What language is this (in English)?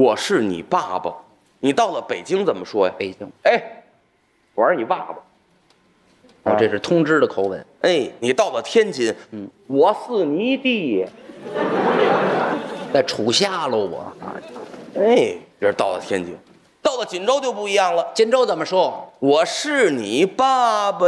Chinese